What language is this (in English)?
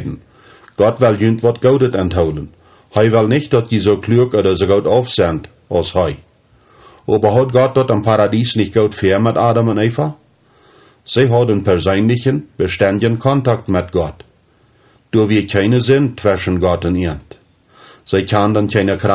Plautdietsch